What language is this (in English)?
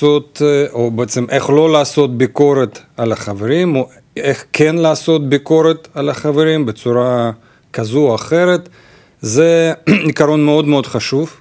Hebrew